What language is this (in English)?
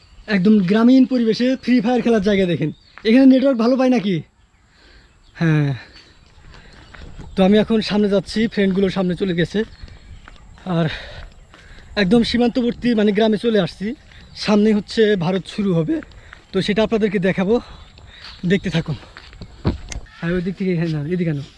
Bangla